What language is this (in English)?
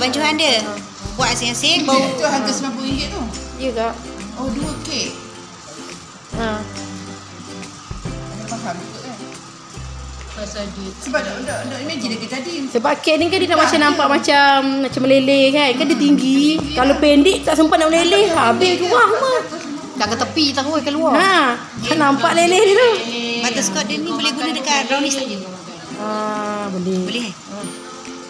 Malay